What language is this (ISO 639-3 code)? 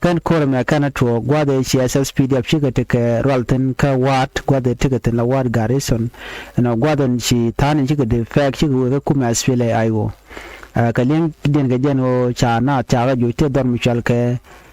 nus